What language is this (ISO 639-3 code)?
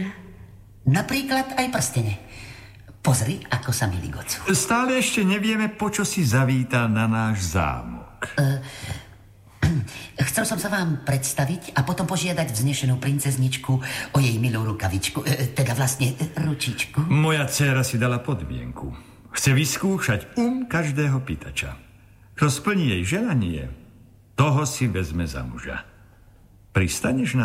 slk